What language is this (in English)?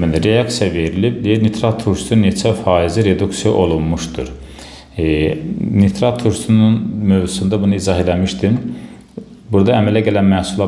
Azerbaijani